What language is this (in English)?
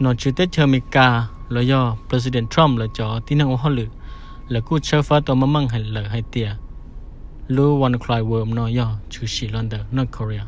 Hmong